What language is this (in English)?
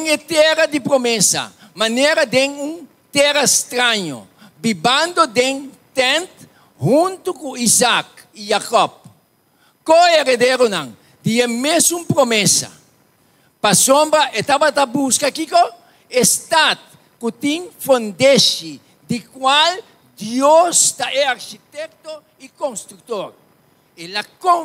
Papiamento